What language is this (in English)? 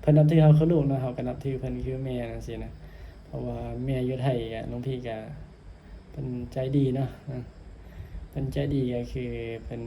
Northeastern Thai